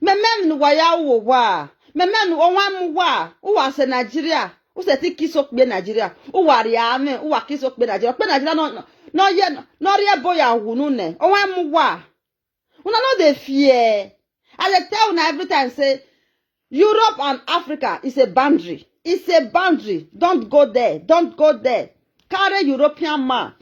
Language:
Nigerian Pidgin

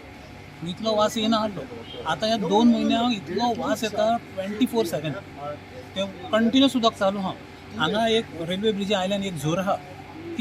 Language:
Konkani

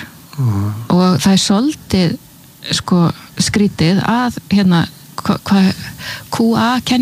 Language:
Icelandic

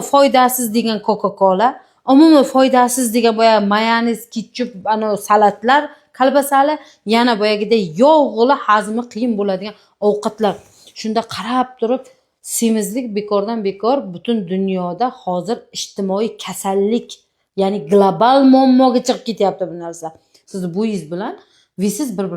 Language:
Uzbek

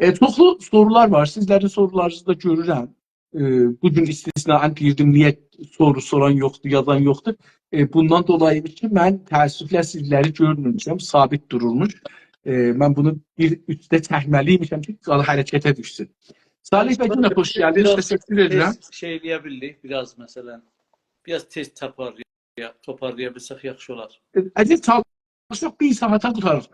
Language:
South Azerbaijani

